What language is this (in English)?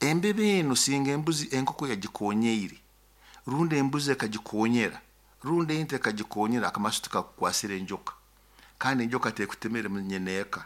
Nyoro